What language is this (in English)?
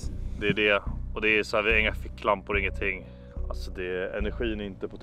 Swedish